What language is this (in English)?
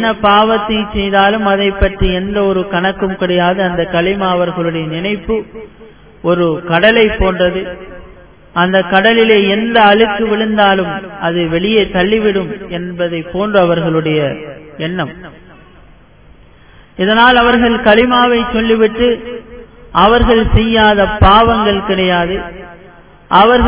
Tamil